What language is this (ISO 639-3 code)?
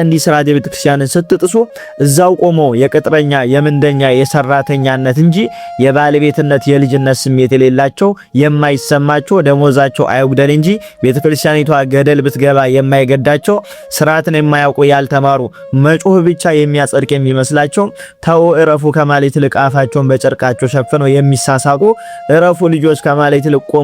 amh